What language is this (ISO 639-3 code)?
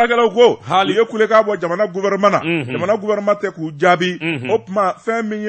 bam